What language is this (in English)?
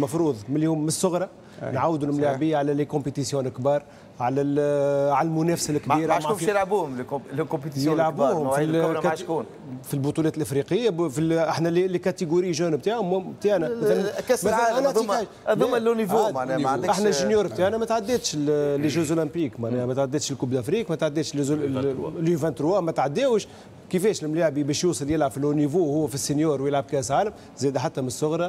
Tunisian Arabic